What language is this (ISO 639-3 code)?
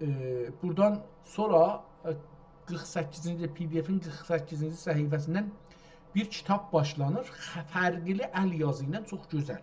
azb